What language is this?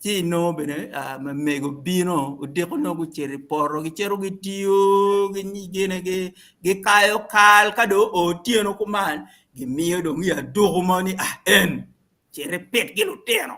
Acoli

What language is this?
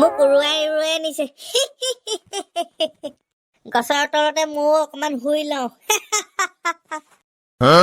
Assamese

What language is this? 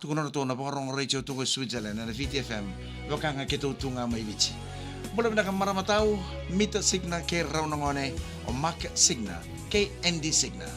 Fijian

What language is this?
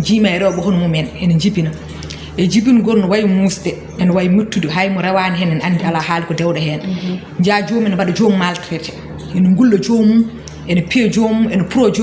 Fula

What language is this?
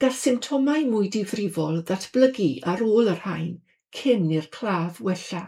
Welsh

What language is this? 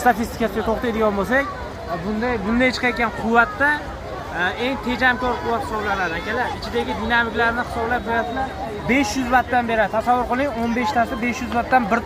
Uzbek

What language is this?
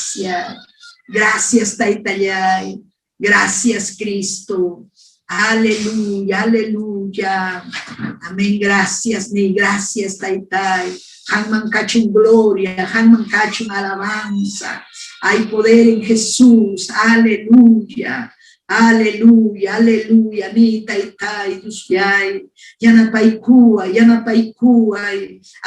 Ayacucho Quechua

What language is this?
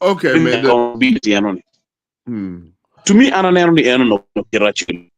Acoli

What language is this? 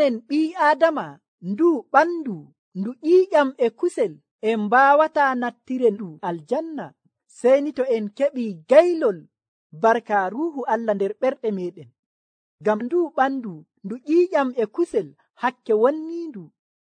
Nigerian Fulfulde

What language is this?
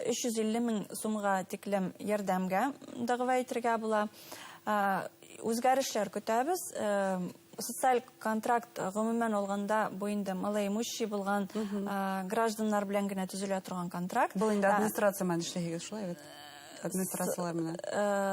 Bashkir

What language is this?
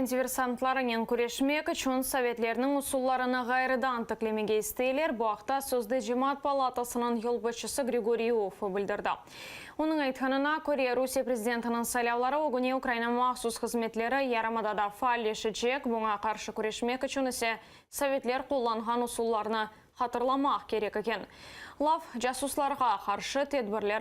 Crimean Tatar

